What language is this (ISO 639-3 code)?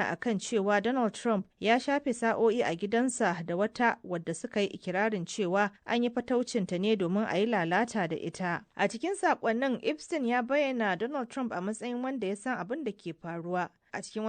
hau